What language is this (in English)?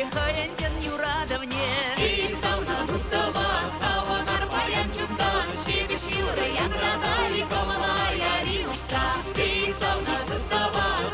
Chuvash